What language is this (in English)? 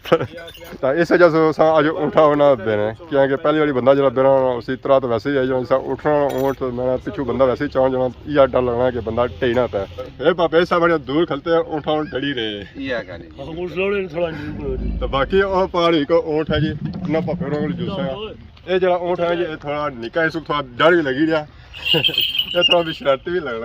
Pahari-Potwari